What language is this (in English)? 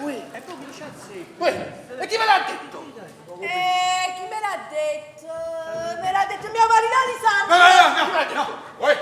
Neapolitan